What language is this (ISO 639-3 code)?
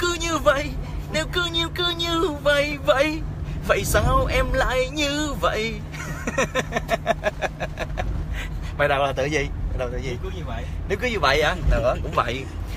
vie